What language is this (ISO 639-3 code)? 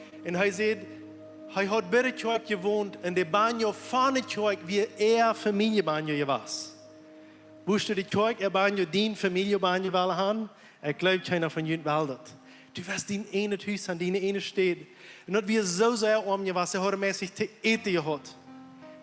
pdt